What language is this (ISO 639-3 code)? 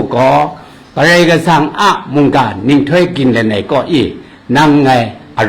kac